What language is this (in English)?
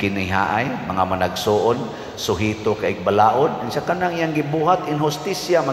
Cebuano